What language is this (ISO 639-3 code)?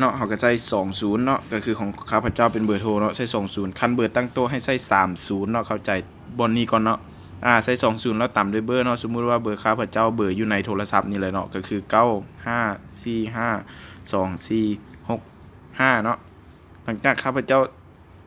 lao